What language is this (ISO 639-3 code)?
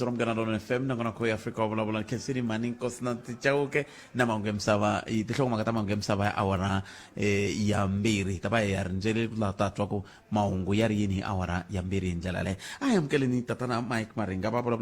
tso